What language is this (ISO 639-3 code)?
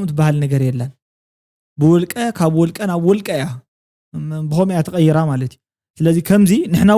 tir